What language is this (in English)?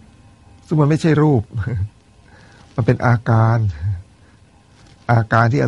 Thai